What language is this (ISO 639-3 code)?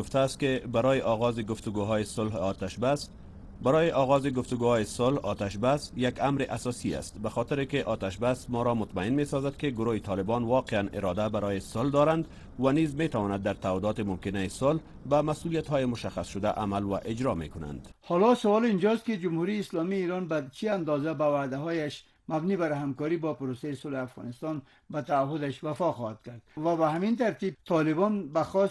fas